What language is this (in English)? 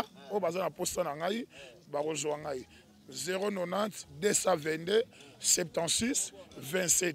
Lingala